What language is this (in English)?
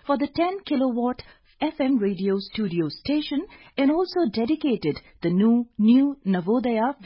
English